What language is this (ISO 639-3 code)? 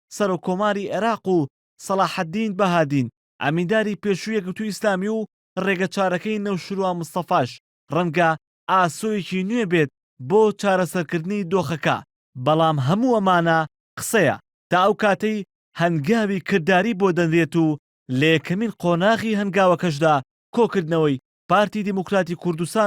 ckb